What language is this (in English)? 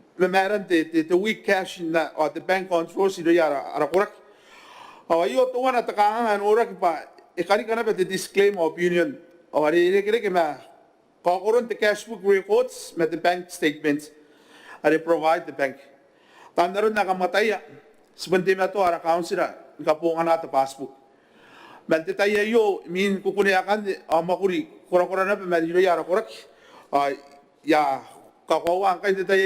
Gilbertese